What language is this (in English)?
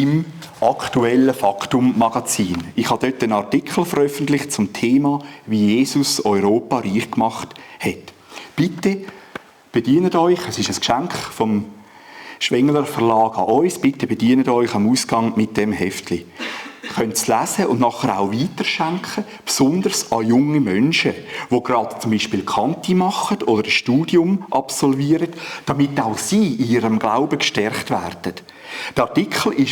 Swiss German